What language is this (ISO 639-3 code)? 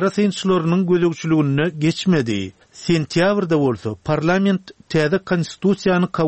tuk